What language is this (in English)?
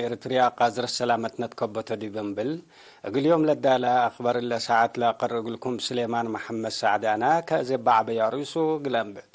Tigre